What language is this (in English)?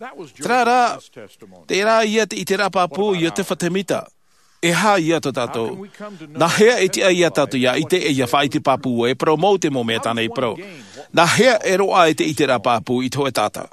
Tahitian